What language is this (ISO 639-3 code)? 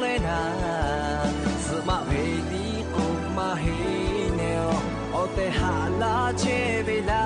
lhu